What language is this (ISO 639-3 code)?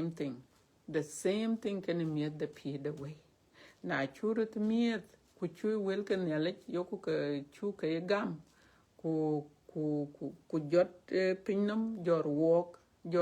din